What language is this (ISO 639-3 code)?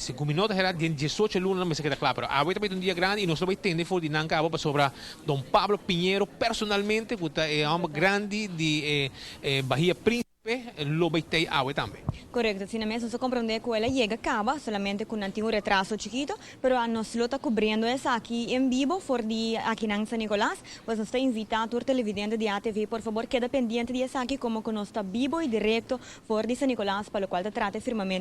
pap